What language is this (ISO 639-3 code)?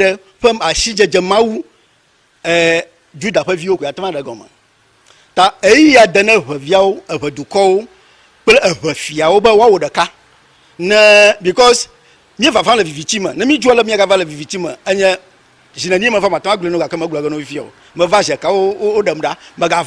ewe